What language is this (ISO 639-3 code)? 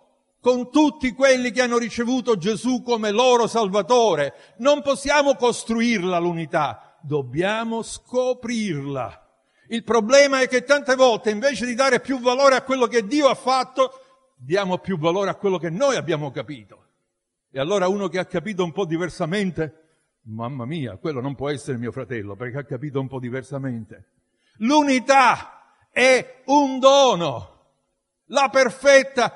ita